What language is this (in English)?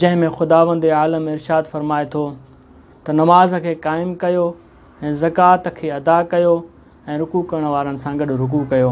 Sindhi